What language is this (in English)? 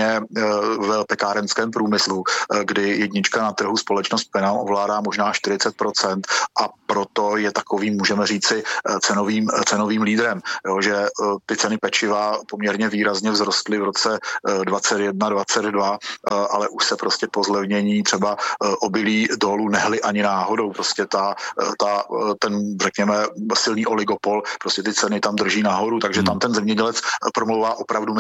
Czech